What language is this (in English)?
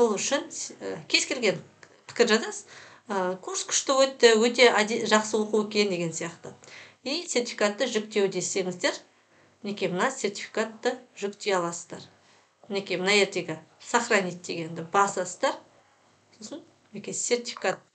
Kazakh